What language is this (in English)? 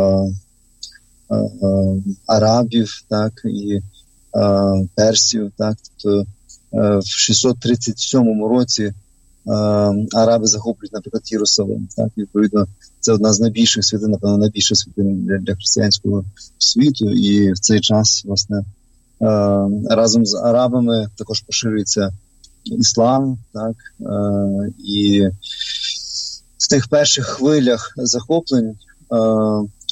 Ukrainian